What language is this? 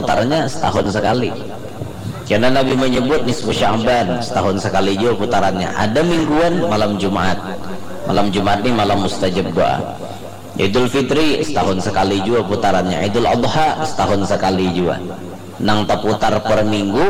Banjar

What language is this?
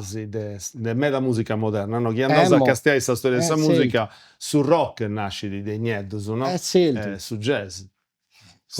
Sardinian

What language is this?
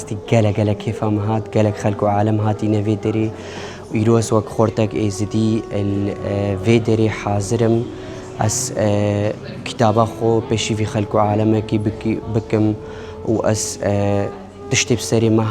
Kurdish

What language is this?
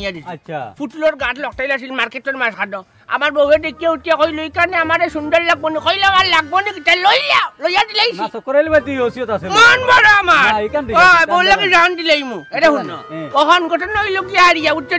Sylheti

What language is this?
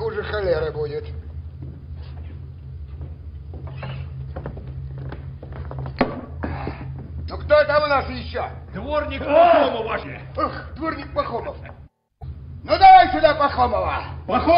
Russian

